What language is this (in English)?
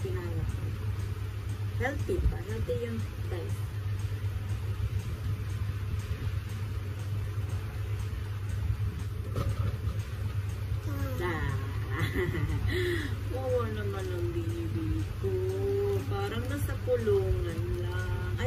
Filipino